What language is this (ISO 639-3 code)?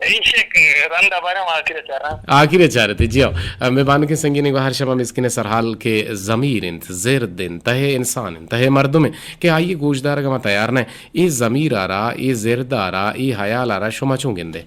bgp